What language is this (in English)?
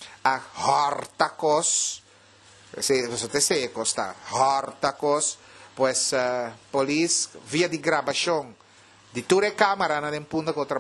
Papiamento